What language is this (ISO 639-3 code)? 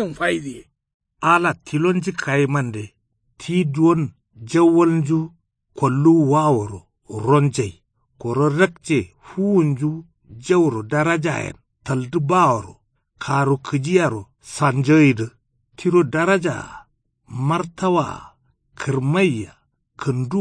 kau